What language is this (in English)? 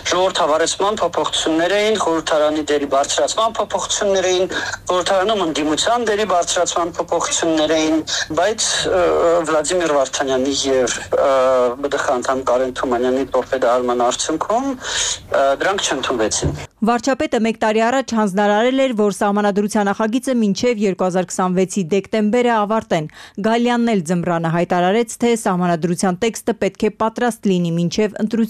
Armenian